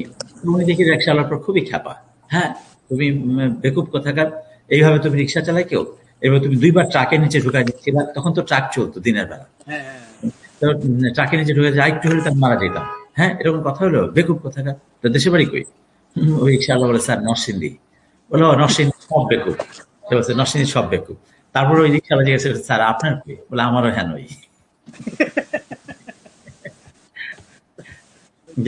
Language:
Bangla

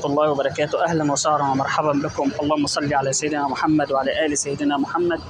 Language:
Egyptian Arabic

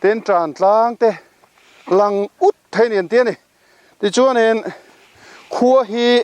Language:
Mizo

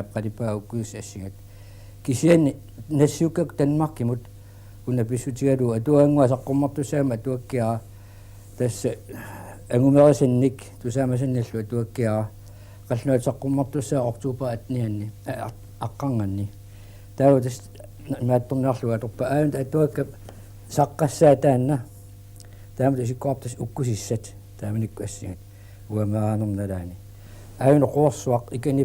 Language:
Kalaallisut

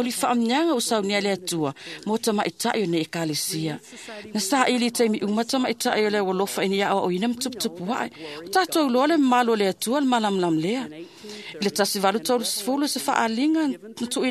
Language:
Samoan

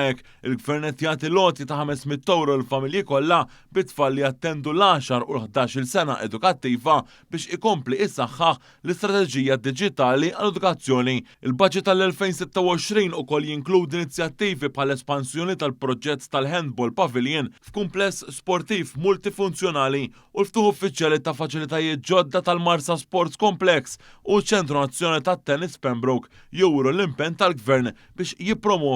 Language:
Maltese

